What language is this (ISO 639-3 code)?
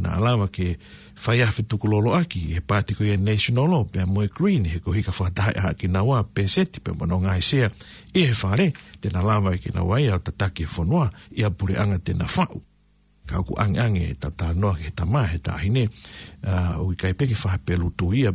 ton